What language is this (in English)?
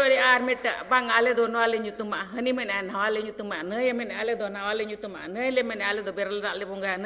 Santali